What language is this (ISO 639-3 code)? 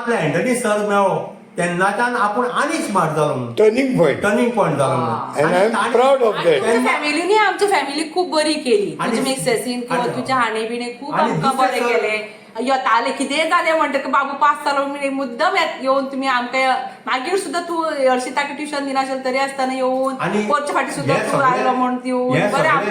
kok